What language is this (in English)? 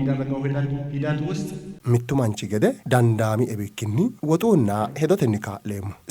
Sidamo